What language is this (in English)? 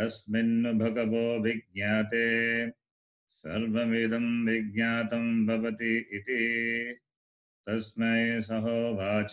Sanskrit